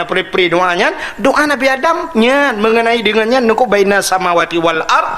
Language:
Achinese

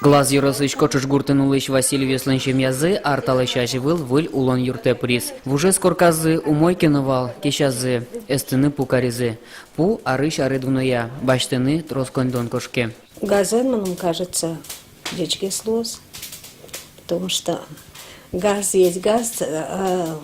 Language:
Udmurt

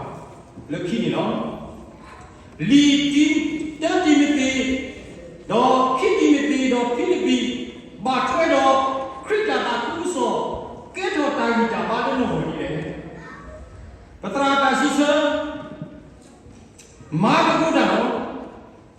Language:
S'gaw Karen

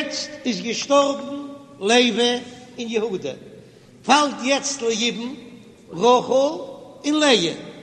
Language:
Yiddish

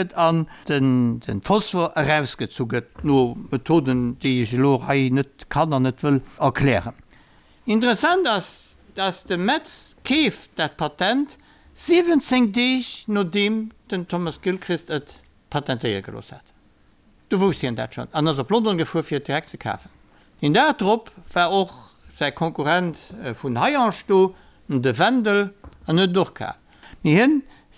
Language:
Luxembourgish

